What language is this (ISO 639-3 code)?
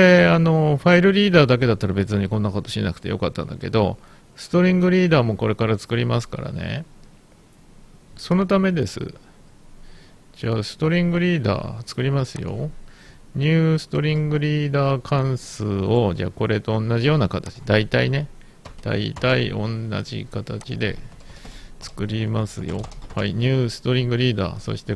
jpn